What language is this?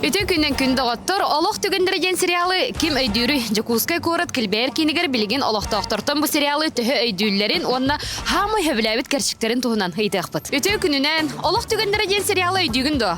Yakut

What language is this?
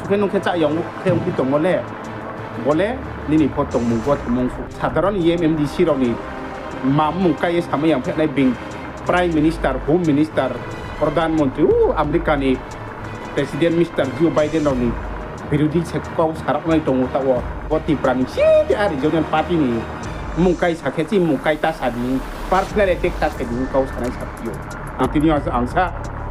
Riang (India)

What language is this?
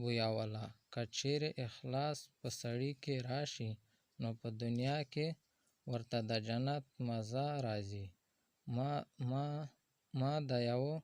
Pashto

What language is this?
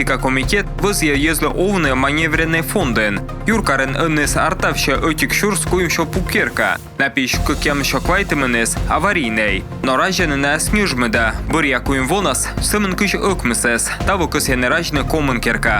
Komi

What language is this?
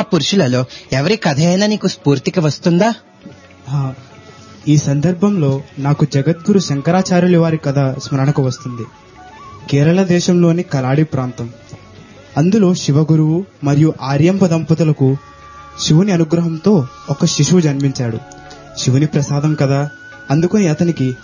Telugu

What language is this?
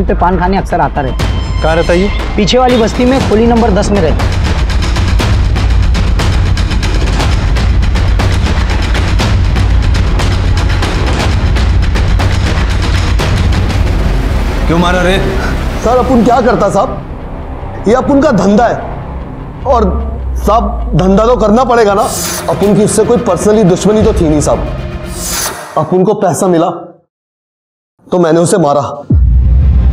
Hindi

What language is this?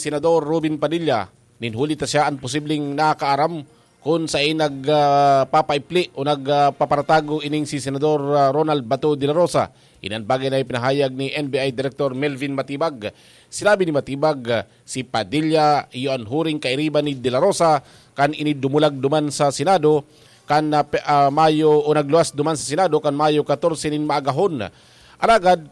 Bikol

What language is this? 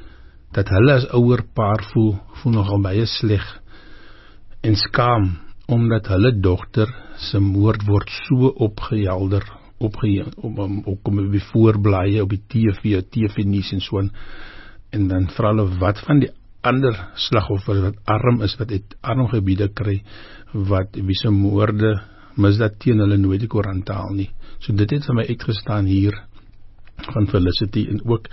Afrikaans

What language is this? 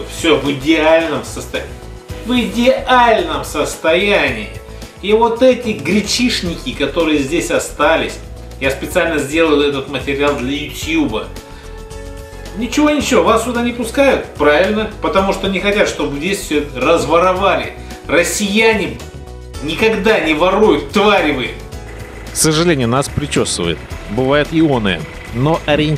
Russian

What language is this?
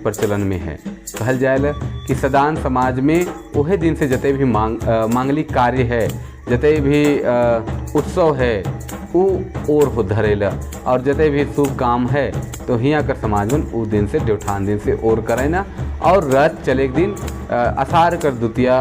Sadri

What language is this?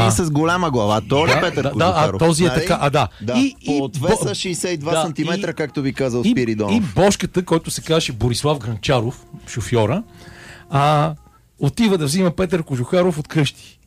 Bulgarian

